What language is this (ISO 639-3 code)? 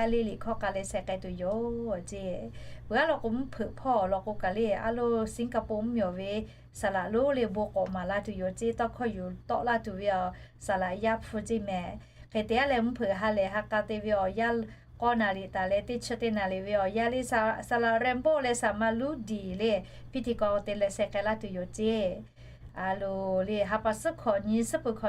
lhu